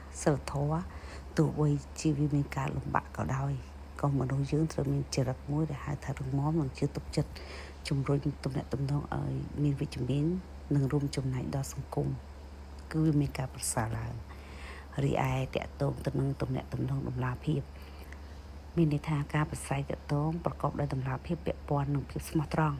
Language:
Khmer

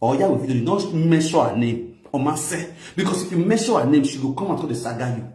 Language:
Nigerian Pidgin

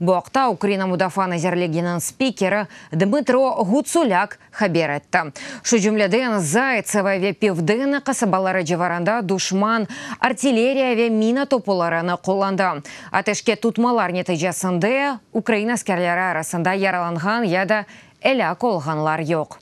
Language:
Crimean Tatar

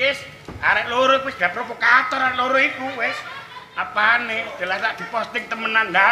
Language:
Javanese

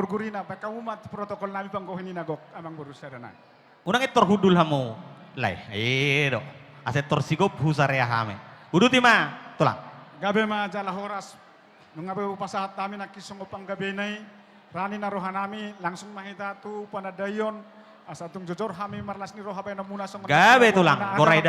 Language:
Batak Toba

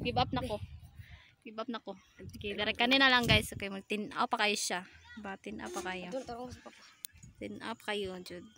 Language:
Cebuano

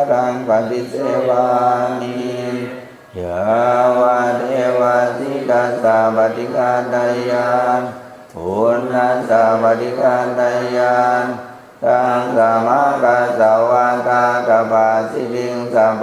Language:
Pali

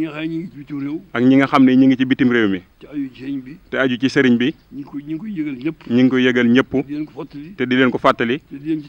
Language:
Wolof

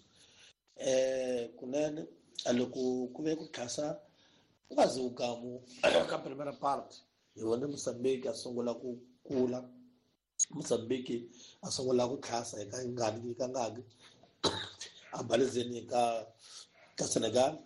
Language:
Tsonga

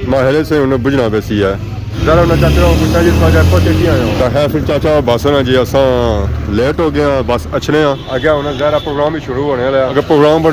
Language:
Pahari-Potwari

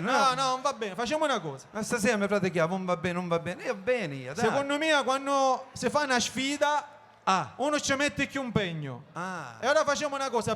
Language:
Sicilian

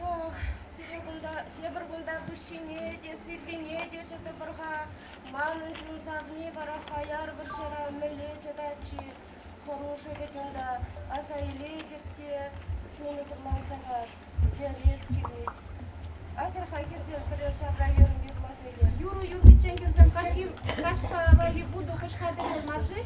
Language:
Chuvash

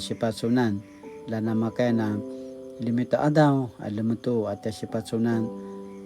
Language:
Paiwan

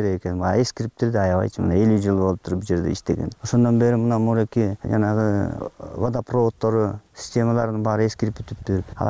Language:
Kyrgyz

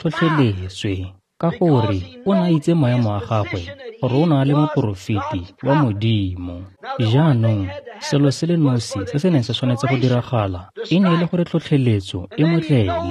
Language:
Tswana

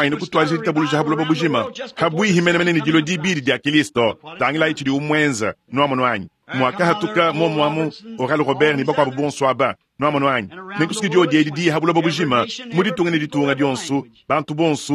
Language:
Luba-Lulua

